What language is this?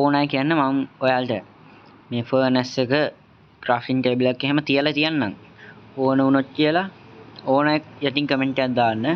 Sinhala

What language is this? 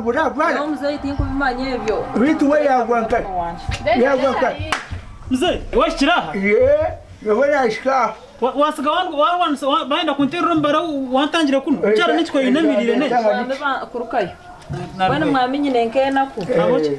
Nyankole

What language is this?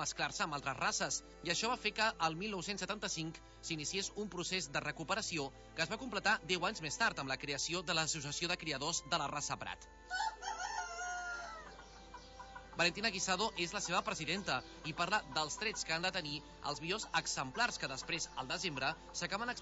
Catalan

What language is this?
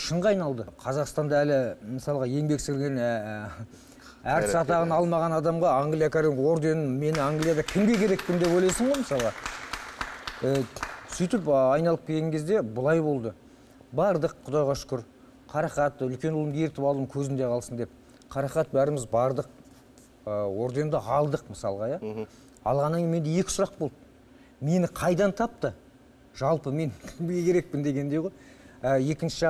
Kazakh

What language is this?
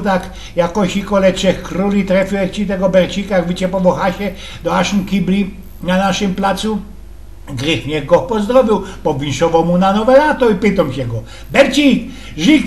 Silesian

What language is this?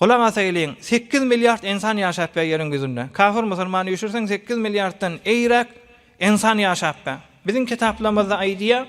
Turkmen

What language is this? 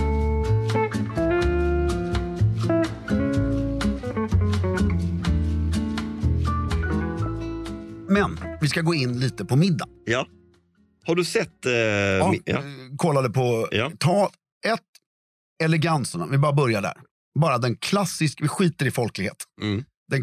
Swedish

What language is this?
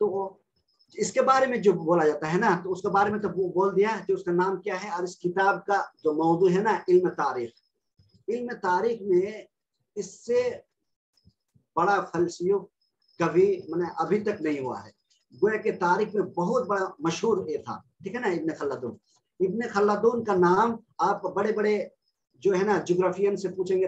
Urdu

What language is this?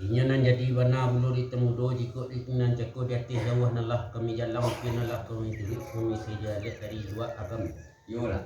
Minangkabau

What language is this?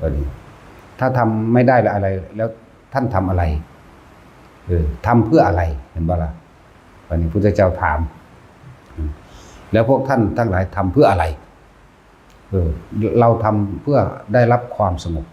Northeastern Thai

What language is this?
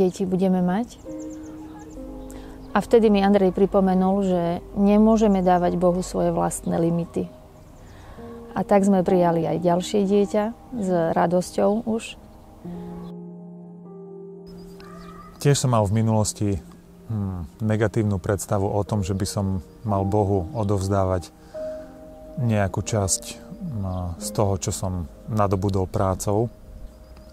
Slovak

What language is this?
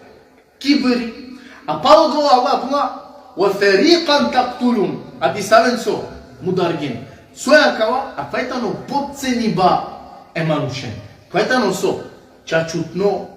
Balkan Romani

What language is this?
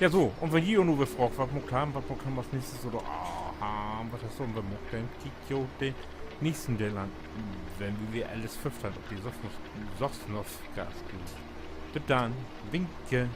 Low German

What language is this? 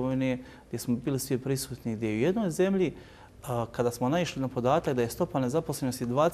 Bosnian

